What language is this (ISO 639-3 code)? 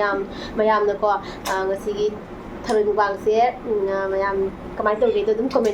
mni